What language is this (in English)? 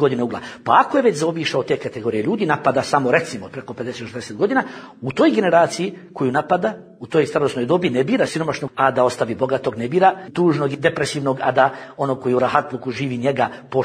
Bosnian